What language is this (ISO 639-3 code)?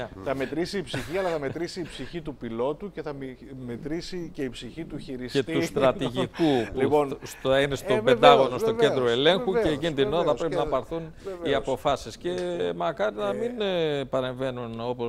ell